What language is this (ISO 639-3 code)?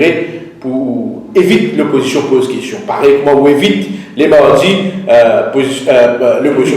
mfe